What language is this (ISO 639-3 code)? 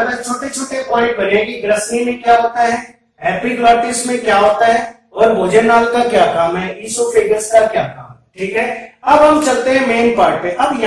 hin